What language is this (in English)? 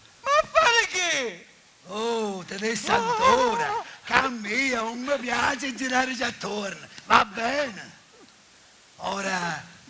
Sicilian